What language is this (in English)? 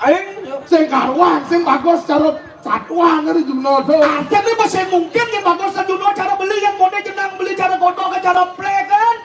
Balinese